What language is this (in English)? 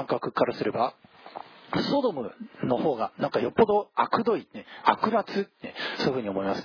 Japanese